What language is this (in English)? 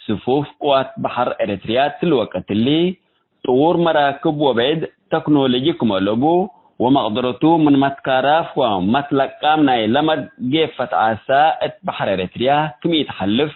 Tigre